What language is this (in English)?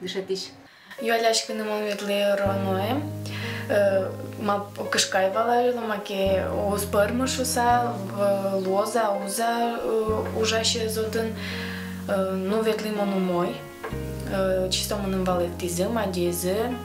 Udmurt